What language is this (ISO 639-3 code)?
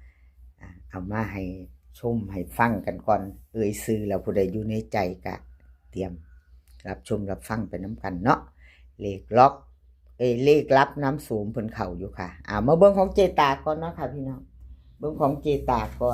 tts